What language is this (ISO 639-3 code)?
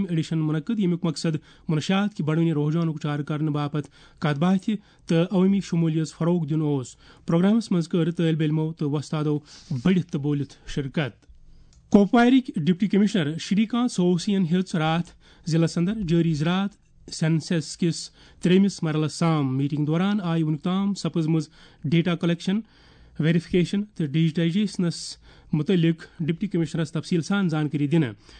kas